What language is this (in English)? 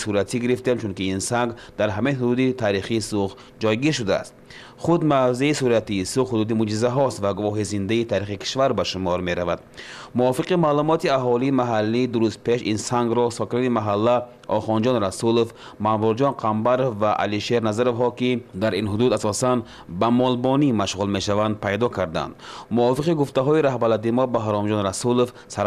Tajik